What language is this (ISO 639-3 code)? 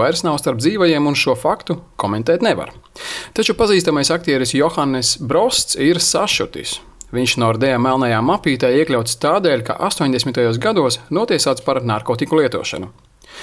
lav